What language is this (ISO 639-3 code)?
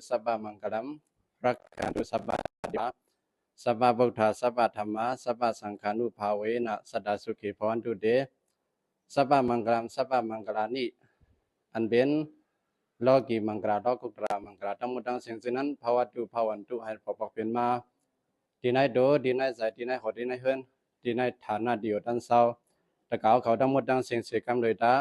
shn